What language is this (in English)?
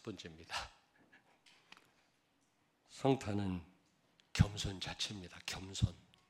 Korean